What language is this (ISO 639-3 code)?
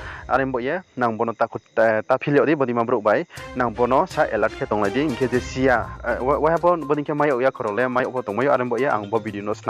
ria